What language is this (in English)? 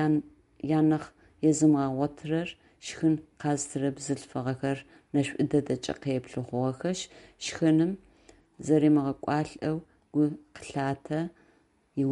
Adyghe